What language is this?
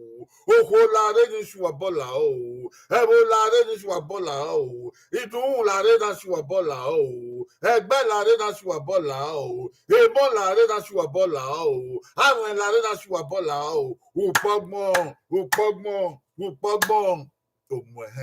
Bini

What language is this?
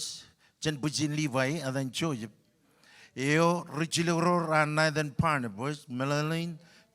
Marshallese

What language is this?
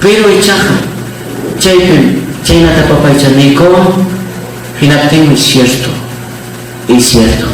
Ayacucho Quechua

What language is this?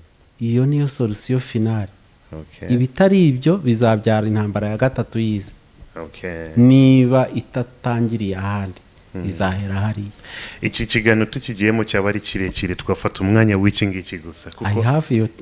Kinyarwanda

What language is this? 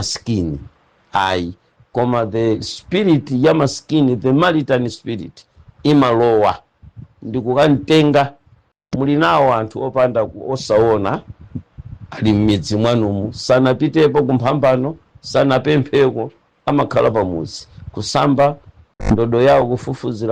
Nyanja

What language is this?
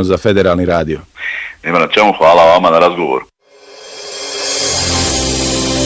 Bosnian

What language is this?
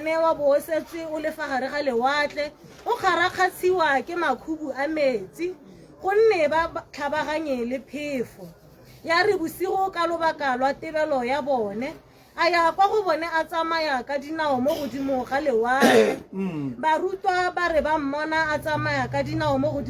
Tswana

